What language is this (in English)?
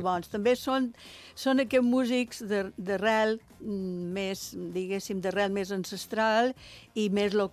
Catalan